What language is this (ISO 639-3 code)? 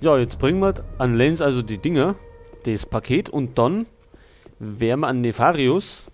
bar